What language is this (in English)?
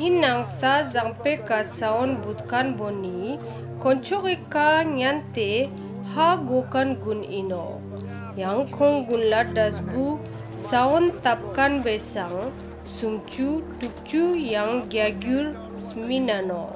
Ladakhi